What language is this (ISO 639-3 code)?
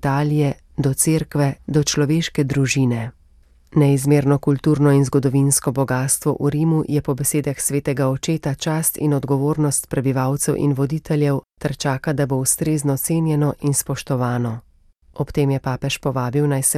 slv